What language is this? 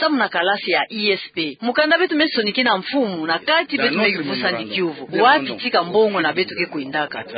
Kituba (Democratic Republic of Congo)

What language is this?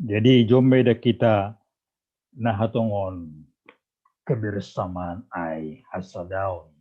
Batak Simalungun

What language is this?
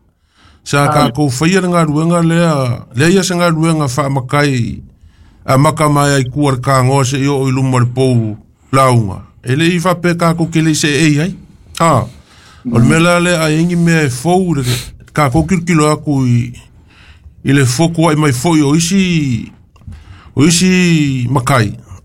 Samoan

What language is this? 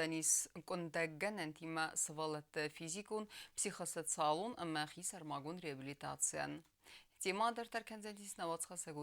Ossetic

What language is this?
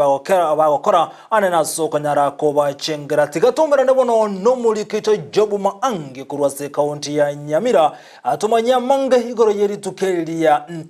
Gusii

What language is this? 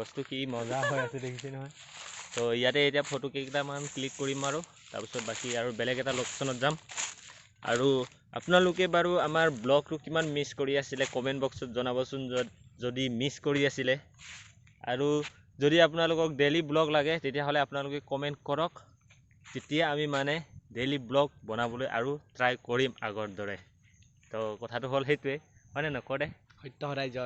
Assamese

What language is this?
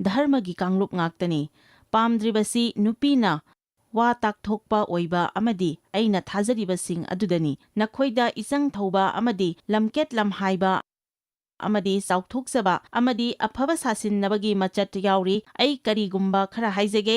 Manipuri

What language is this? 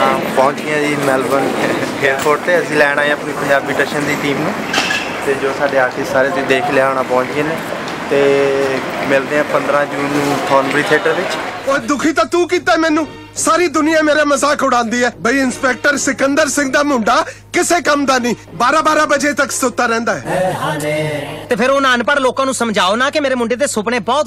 Punjabi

